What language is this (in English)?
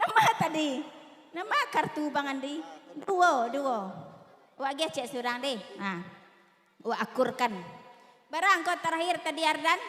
Minangkabau